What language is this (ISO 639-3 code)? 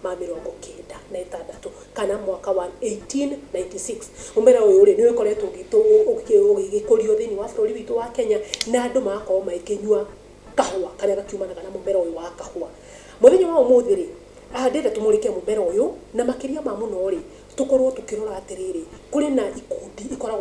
kik